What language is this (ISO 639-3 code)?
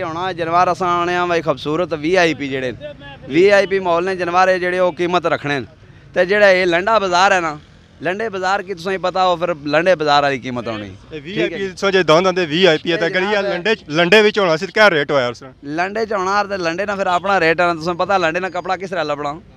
phr